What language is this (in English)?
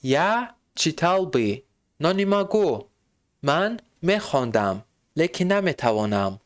Tajik